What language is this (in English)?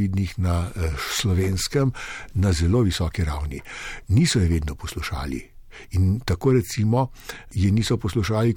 Slovenian